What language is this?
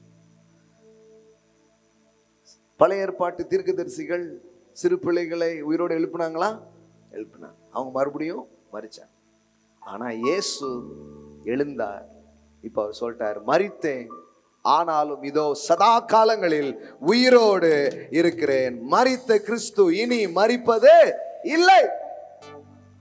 Tamil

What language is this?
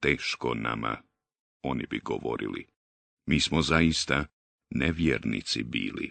Bosnian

